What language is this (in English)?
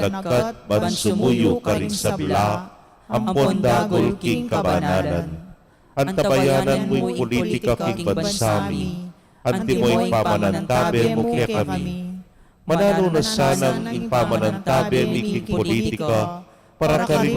Pampanga